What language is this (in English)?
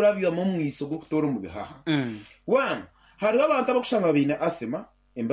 Nyankole